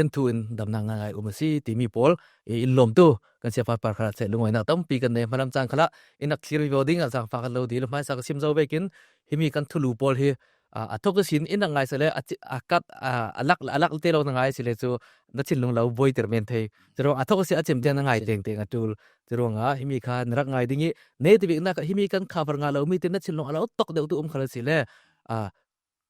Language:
Falam Chin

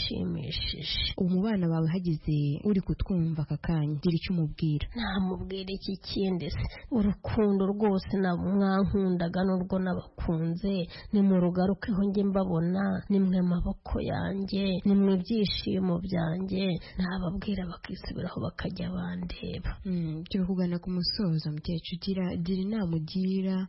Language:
Kinyarwanda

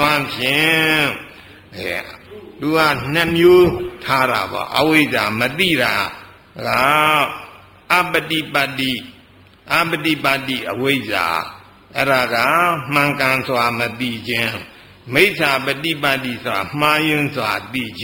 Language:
Burmese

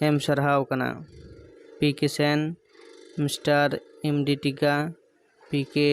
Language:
Santali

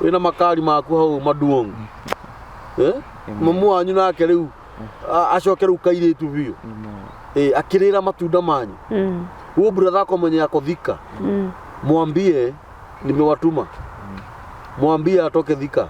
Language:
Kikuyu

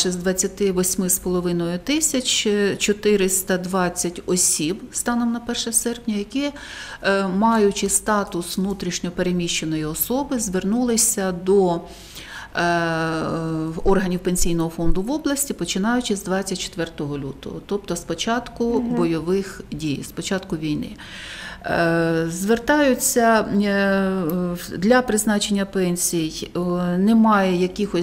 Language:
Ukrainian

